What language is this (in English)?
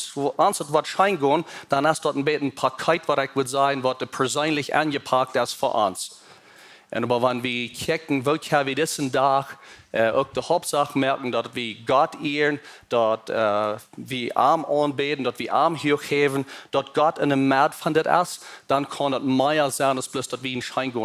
Plautdietsch